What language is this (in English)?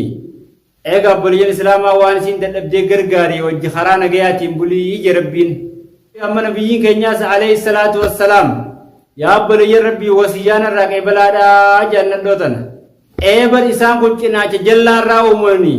Oromo